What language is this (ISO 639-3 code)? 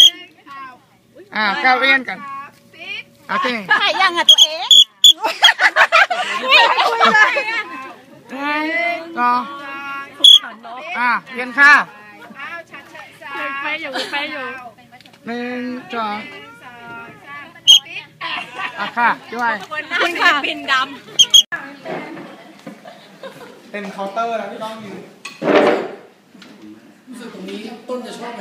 tha